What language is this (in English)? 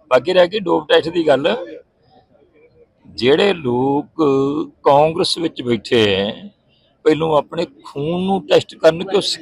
Punjabi